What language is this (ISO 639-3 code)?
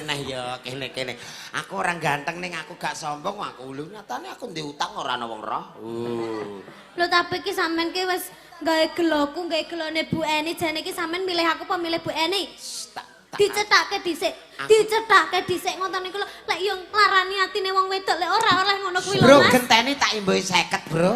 jav